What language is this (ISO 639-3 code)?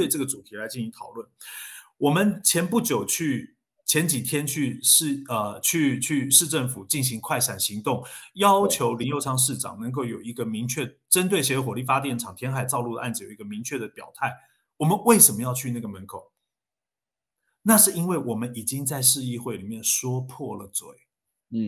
zho